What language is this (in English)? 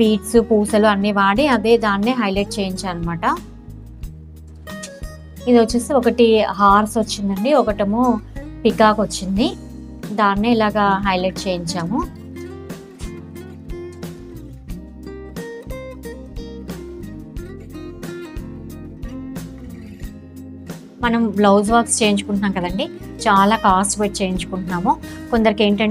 Telugu